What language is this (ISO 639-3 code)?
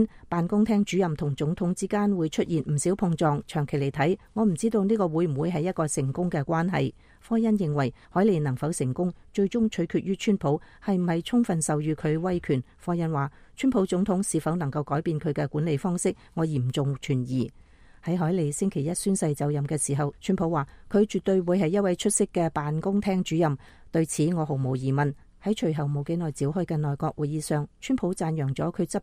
yue